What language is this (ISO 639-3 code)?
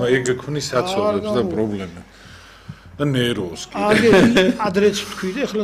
kat